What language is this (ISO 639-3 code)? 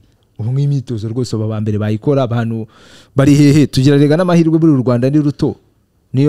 kin